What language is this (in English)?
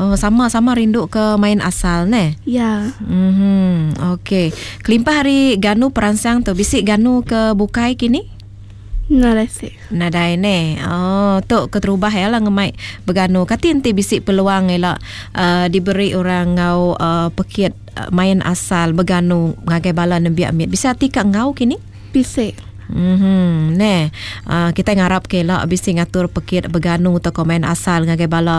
Iban